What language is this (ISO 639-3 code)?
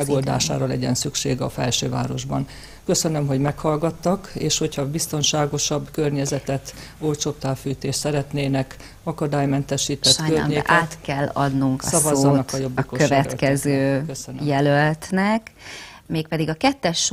hun